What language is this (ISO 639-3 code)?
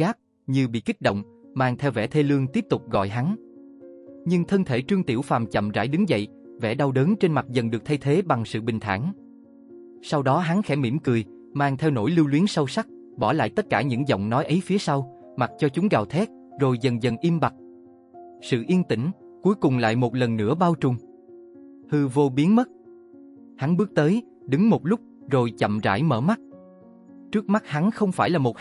vie